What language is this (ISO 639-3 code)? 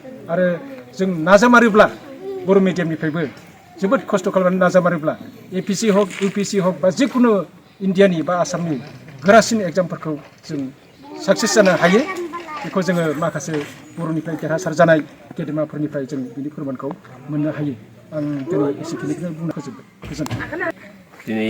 brx